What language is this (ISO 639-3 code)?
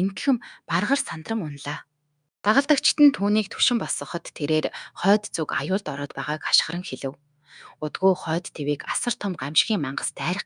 mon